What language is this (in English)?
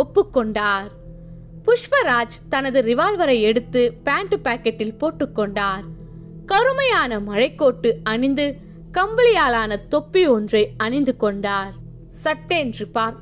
Tamil